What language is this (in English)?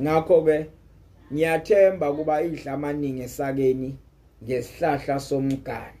Zulu